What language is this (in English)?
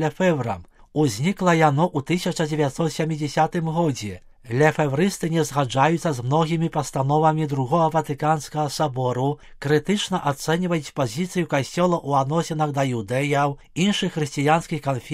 Belarusian